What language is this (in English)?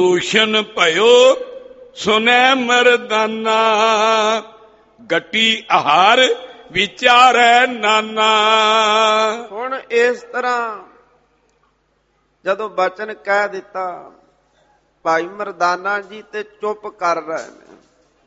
Punjabi